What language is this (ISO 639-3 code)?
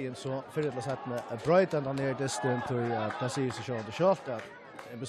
fao